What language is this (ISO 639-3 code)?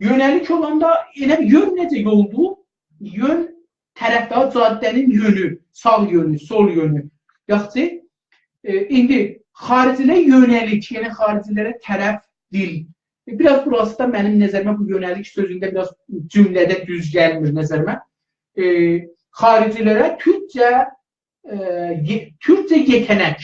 azb